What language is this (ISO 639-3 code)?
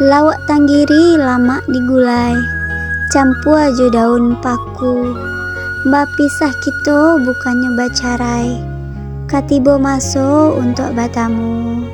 min